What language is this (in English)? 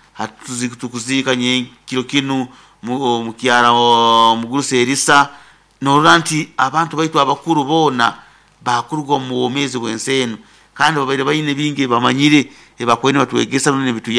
Nyoro